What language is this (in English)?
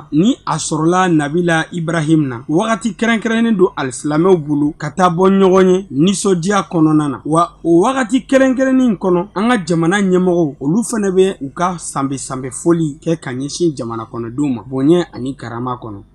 Bambara